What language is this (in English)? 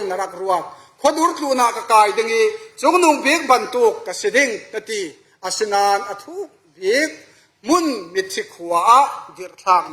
Falam Chin